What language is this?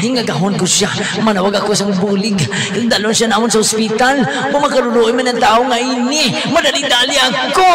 Hiligaynon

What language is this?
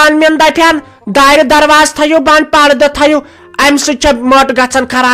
Kashmiri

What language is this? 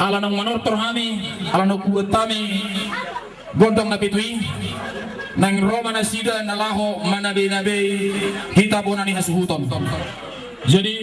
Batak Toba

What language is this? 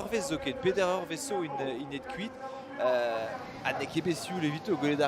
Breton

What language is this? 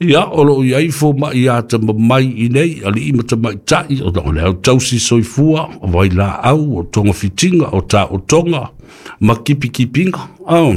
Samoan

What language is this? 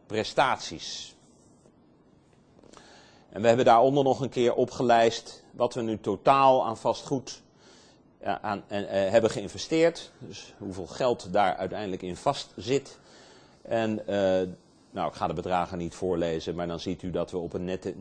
Dutch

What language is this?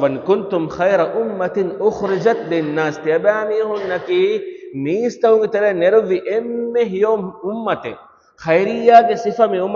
Divehi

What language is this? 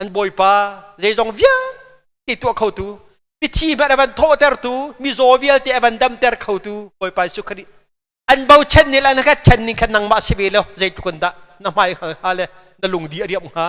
Hakha Chin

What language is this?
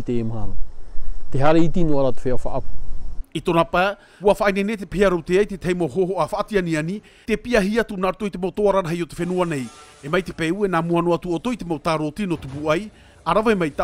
Tahitian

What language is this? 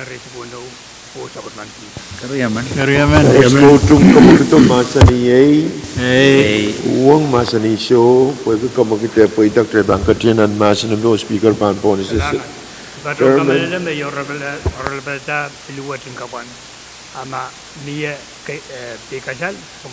Pohnpeian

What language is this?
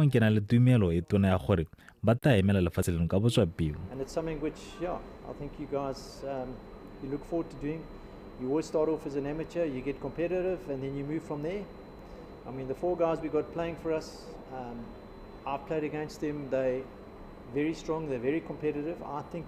Tswana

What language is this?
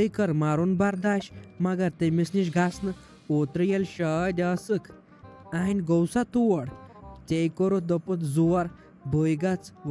Kashmiri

